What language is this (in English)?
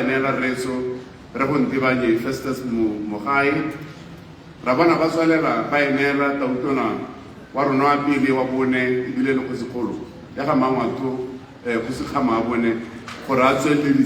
Tswana